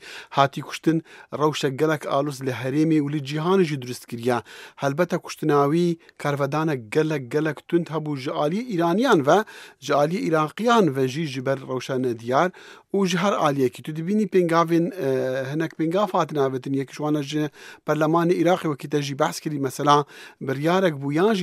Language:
Kurdish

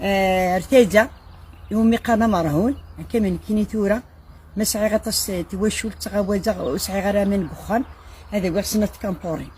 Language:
Kabyle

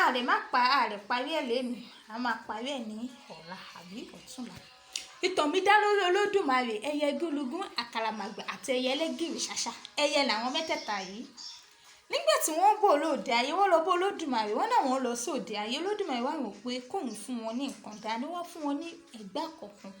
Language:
Yoruba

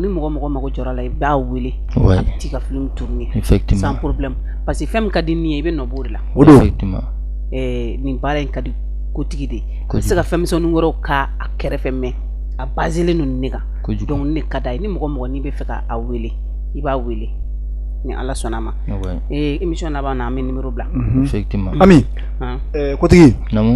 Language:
Bambara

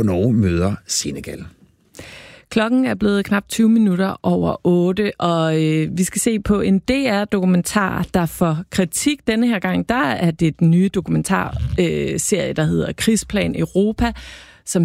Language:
Danish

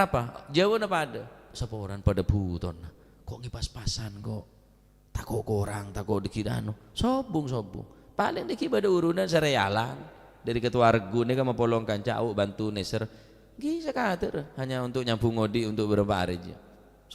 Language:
Madurese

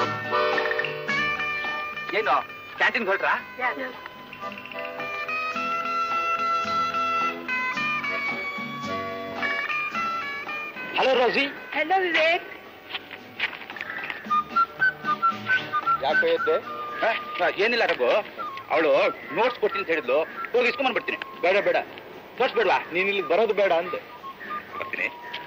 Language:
Kannada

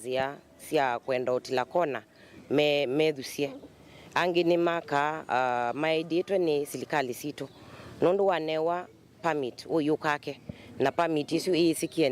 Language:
Kamba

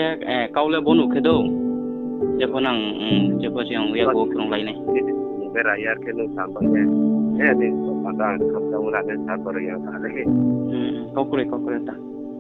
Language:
Riang (India)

